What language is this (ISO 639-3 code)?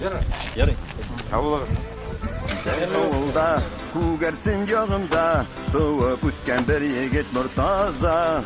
bak